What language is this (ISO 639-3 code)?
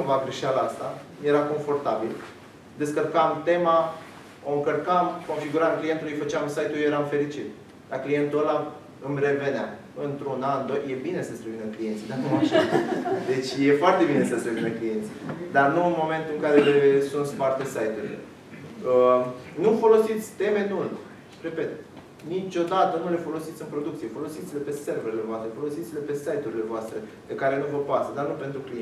ron